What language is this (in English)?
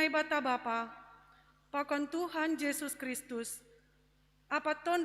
Batak Simalungun